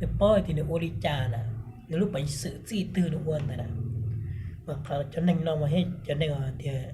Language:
Hmong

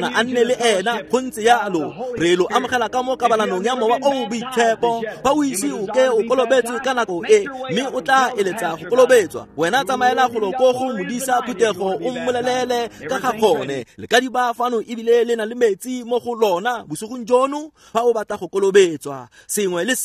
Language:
Tswana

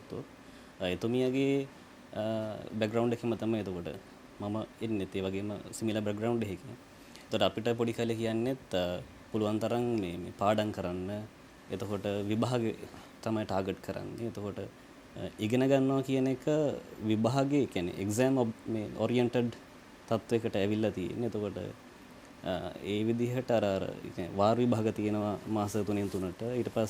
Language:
Sinhala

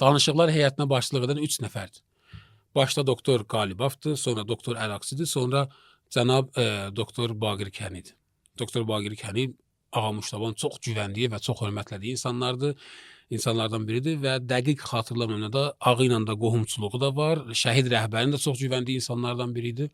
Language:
Azerbaijani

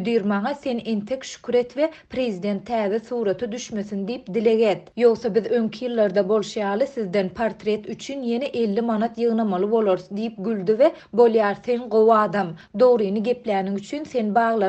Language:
Turkmen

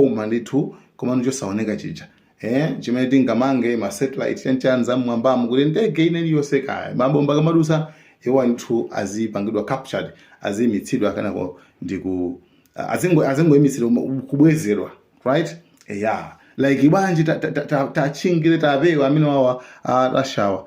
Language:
Nyanja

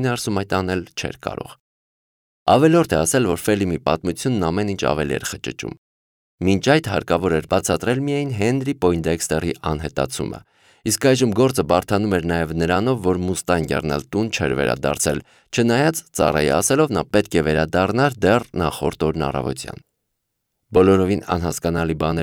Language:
Armenian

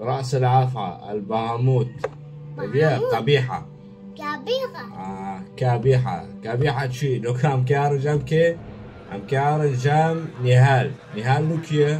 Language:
Kurdish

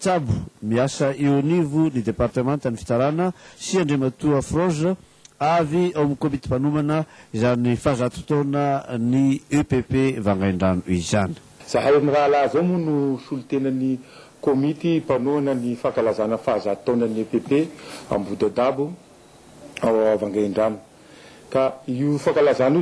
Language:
Malagasy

